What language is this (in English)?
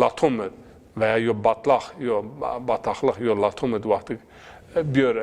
Zaza